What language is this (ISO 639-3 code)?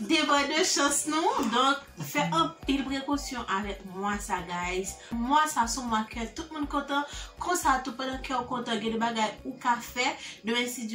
hat